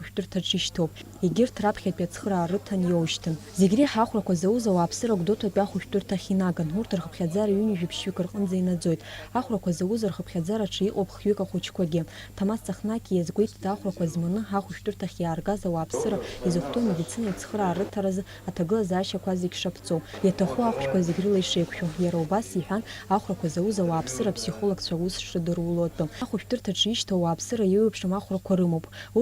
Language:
Abkhazian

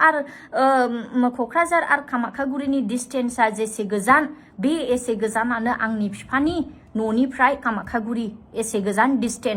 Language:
Bodo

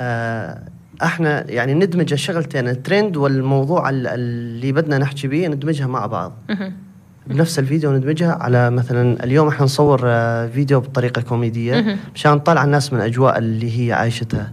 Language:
North Levantine Arabic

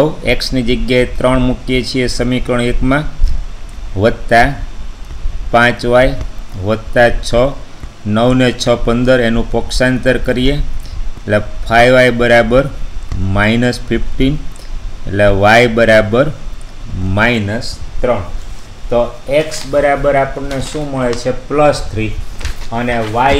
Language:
Gujarati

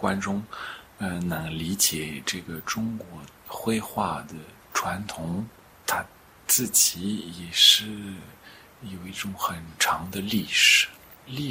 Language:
Chinese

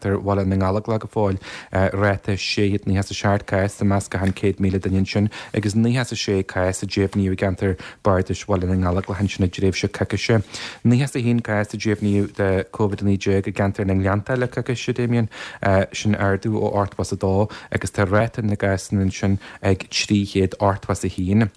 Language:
Irish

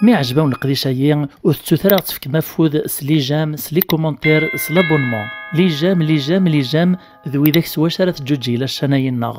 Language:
Kabyle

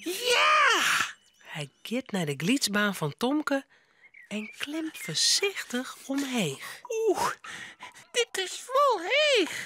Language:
Western Frisian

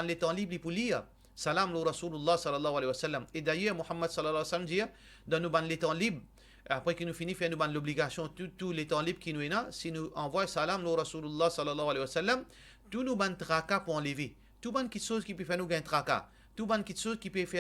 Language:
Morisyen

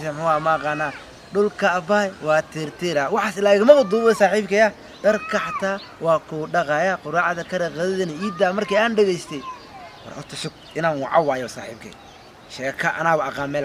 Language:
Somali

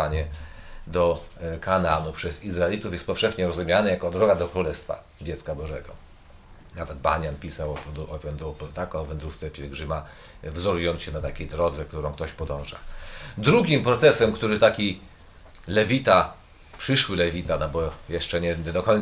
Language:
Polish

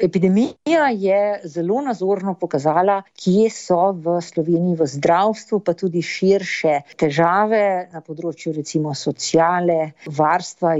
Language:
Slovenian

